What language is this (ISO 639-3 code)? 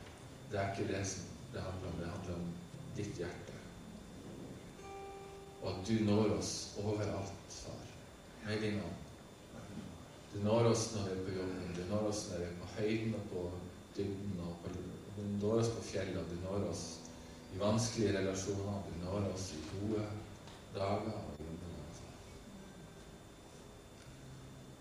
nor